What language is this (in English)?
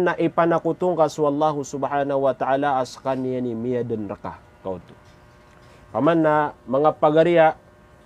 Maranao